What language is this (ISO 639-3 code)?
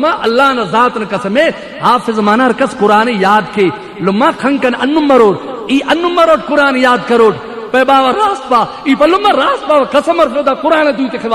brh